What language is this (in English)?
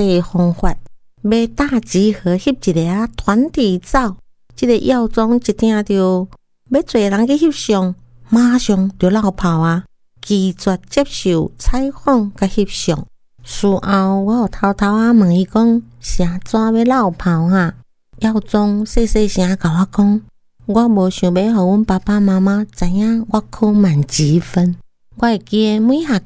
Min Nan Chinese